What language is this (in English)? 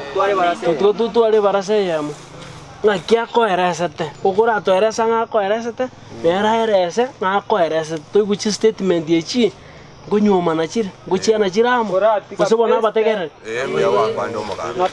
Gusii